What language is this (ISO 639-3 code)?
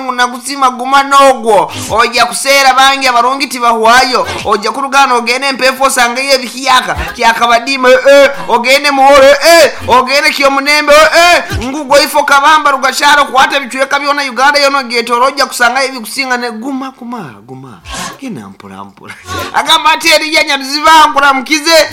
nyn